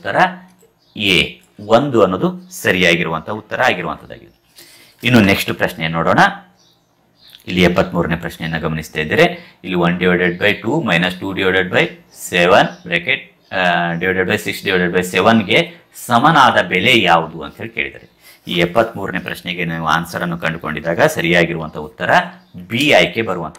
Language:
Kannada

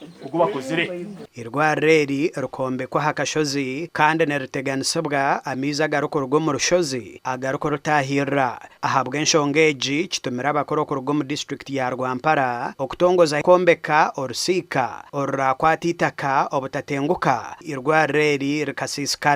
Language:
Nyankole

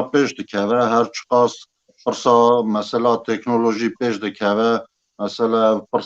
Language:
Kurdish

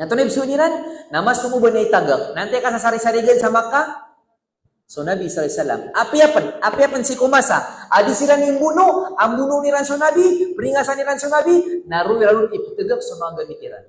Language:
Maranao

